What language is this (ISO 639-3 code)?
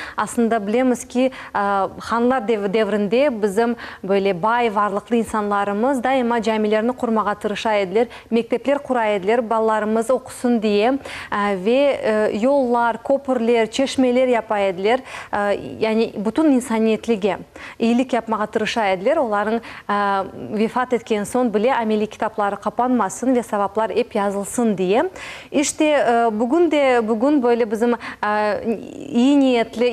crh